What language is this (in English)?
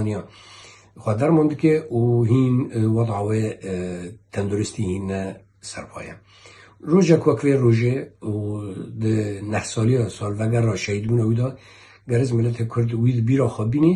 Kurdish